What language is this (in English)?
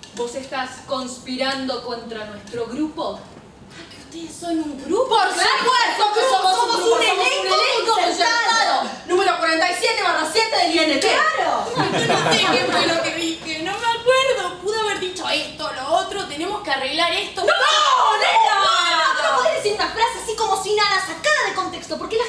Spanish